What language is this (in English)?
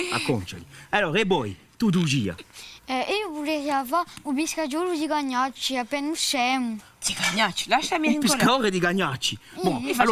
Corsican